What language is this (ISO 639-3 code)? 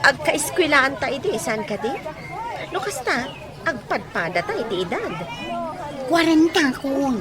ilo